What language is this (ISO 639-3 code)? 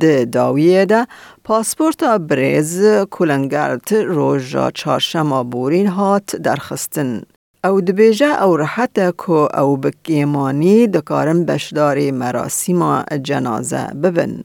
kur